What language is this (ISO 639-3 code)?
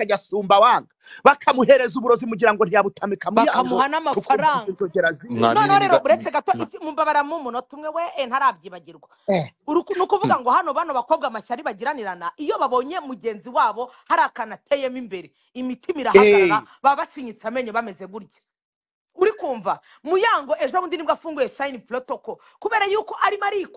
kin